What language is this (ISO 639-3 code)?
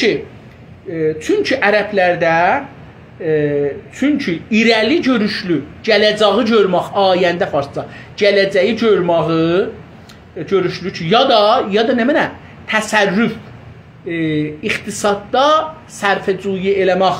azb